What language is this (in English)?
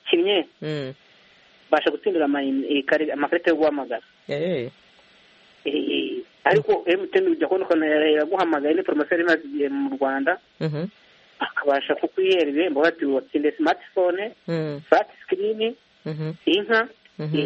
Kinyarwanda